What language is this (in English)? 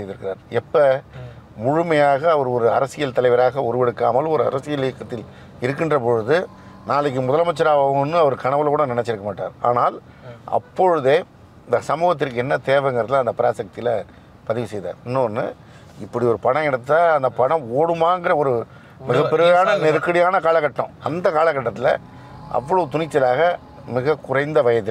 Tamil